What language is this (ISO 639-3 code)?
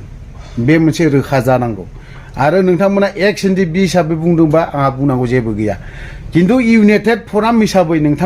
brx